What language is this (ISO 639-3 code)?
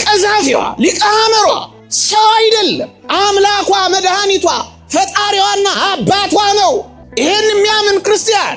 amh